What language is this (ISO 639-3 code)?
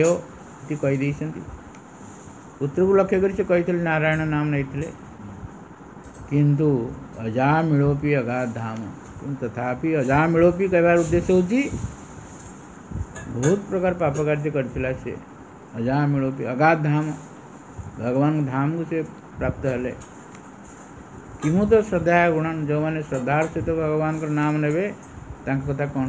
ori